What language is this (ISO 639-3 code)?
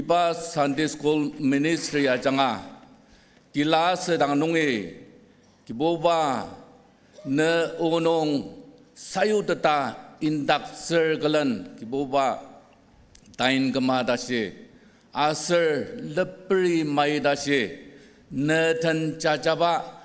njo